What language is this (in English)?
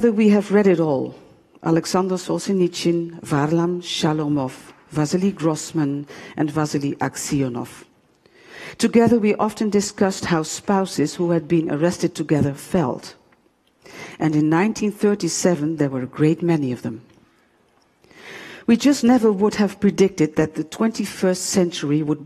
English